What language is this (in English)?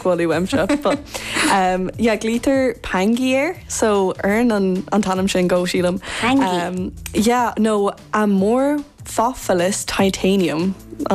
Irish